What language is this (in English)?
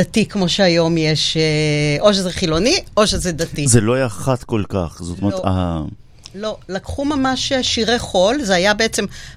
Hebrew